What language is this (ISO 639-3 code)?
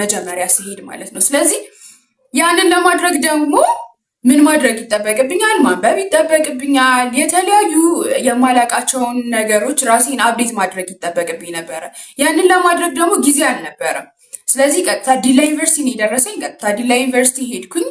amh